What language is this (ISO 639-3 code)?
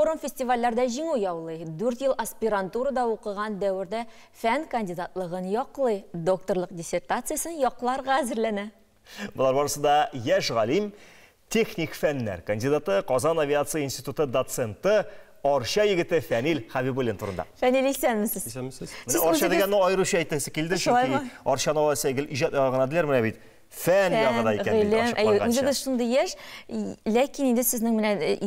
tat